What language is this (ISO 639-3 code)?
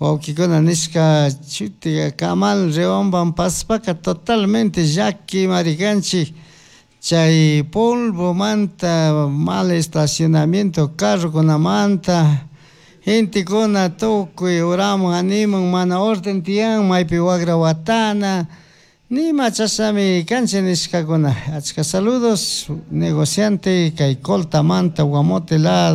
qug